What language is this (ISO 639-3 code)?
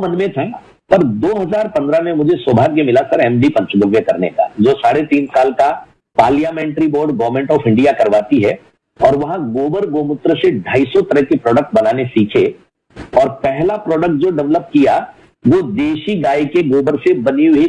hin